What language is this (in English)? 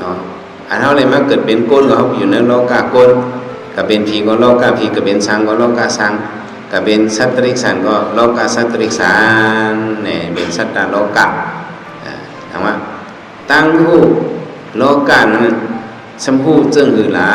Shan